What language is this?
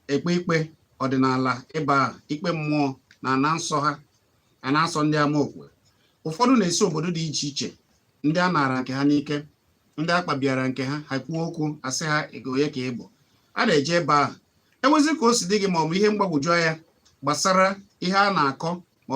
Igbo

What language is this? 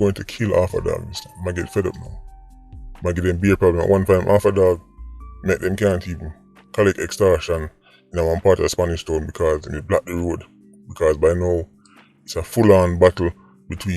Jamaican Creole English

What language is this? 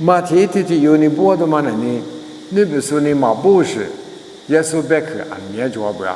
Lisu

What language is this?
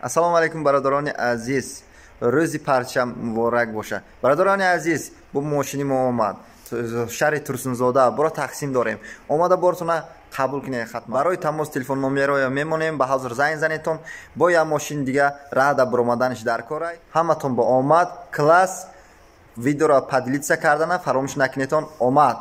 Tajik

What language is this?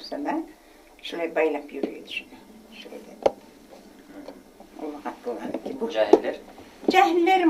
Kumyk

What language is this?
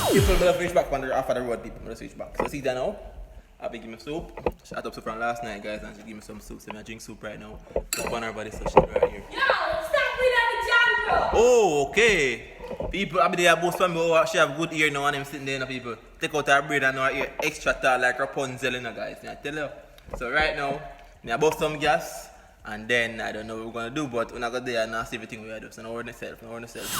Jamaican Creole English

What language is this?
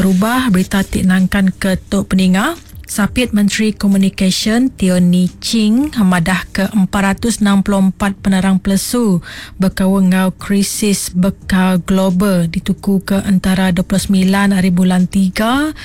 Iban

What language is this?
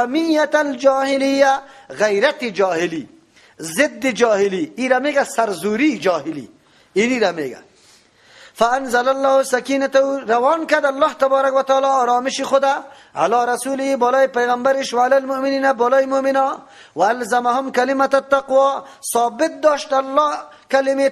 Persian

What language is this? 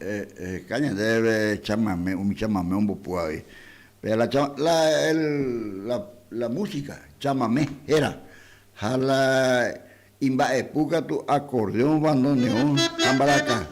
Guarani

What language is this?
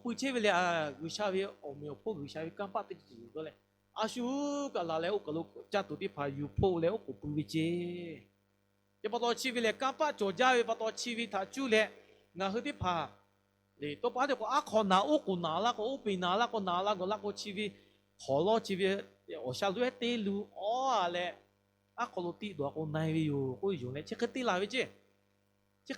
Lahu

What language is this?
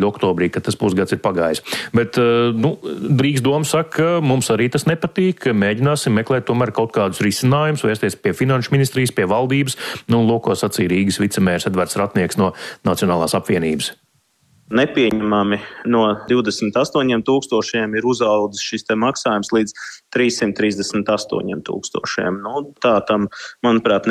Latvian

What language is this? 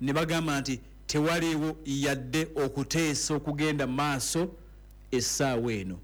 Ganda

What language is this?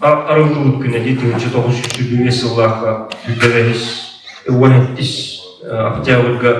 Yakut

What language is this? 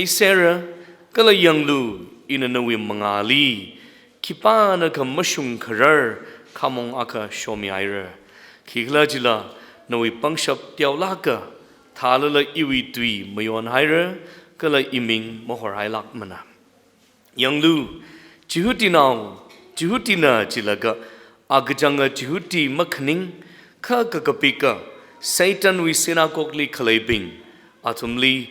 Tangkhul Naga (India)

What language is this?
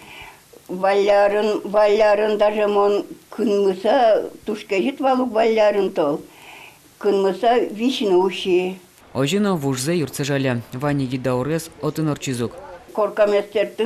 Udmurt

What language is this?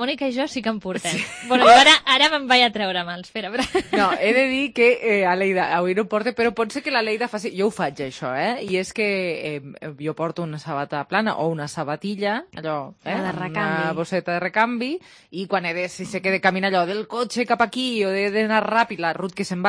Catalan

